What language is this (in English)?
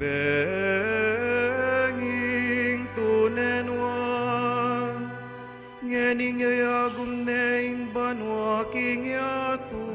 Pampanga